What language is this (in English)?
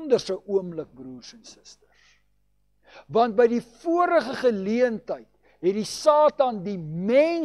Afrikaans